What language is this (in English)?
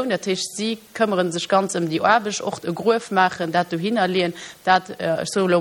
Luxembourgish